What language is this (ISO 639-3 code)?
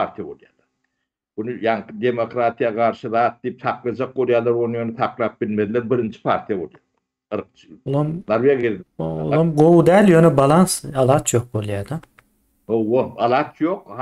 tuk